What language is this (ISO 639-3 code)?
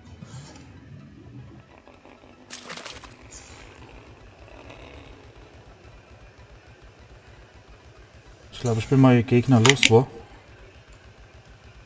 deu